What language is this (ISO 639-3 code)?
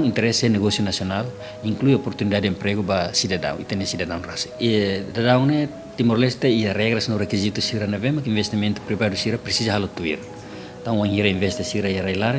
tet